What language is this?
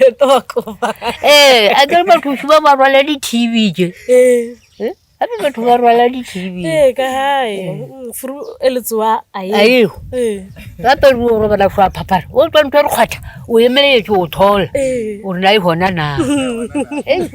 Northern Sotho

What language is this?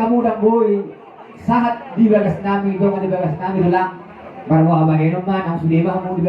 Batak Toba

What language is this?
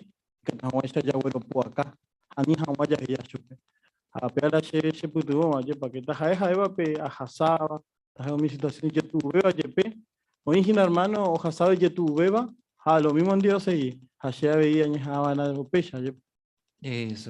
Guarani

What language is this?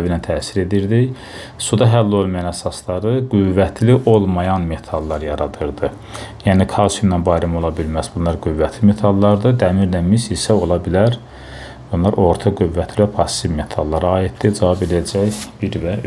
Azerbaijani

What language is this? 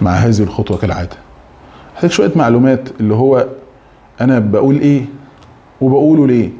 Egyptian Arabic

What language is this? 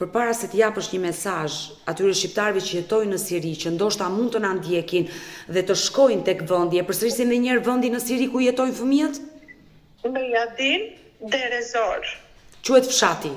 Albanian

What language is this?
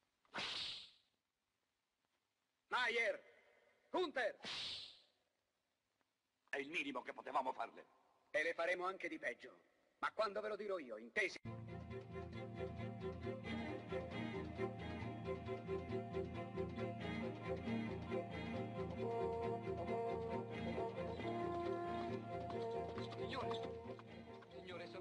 Italian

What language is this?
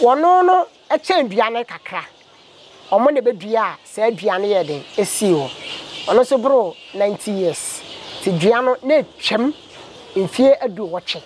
Akan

